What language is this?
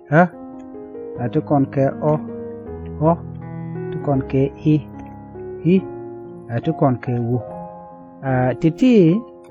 Nuer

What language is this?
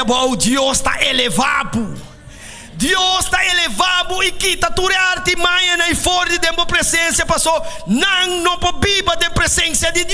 Papiamento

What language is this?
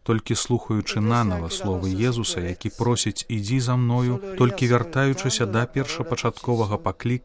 Belarusian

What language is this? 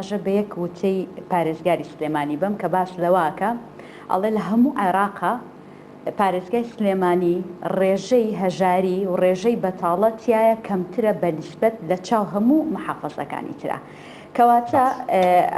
Central Kurdish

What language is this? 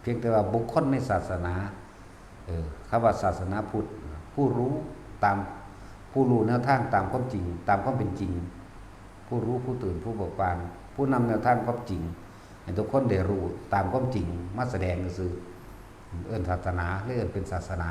Northeastern Thai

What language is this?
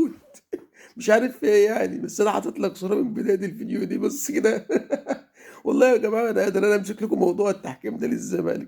Egyptian Arabic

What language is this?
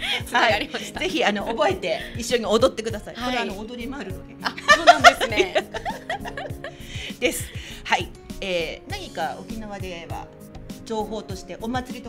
Japanese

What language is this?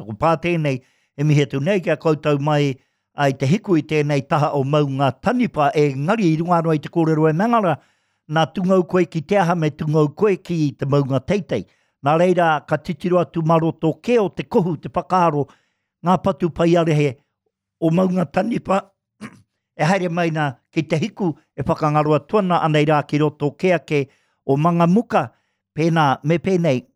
Māori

